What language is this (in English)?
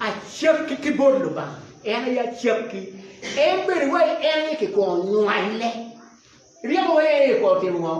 Acoli